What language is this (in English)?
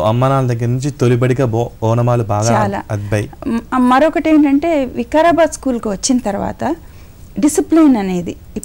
Telugu